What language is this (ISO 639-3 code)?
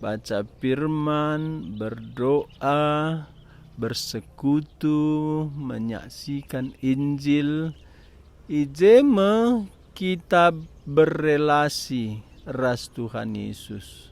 btx